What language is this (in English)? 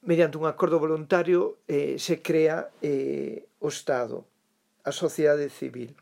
Galician